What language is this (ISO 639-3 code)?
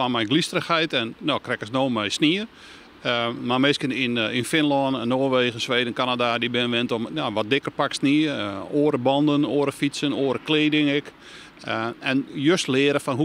fry